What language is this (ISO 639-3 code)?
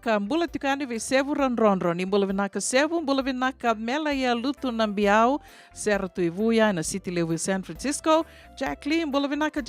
fij